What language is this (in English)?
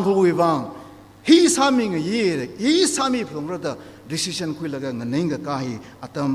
Tangkhul Naga (India)